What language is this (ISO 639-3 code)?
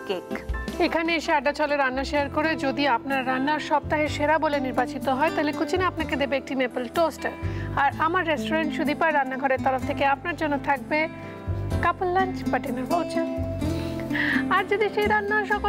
ben